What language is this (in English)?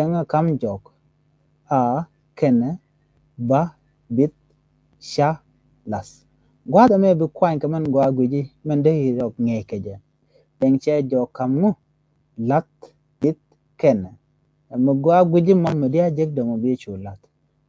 Nuer